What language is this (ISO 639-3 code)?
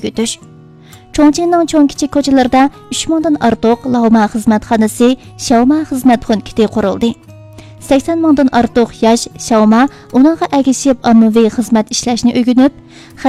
uig